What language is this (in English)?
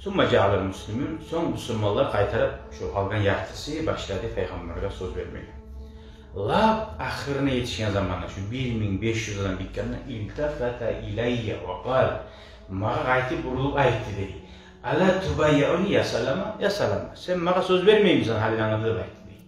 Kumyk